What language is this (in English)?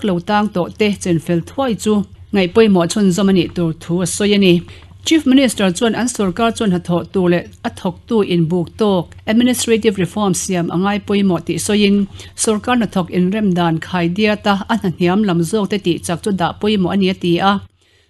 Mizo